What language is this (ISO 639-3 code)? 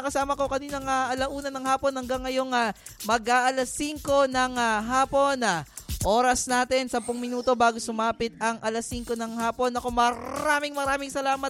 fil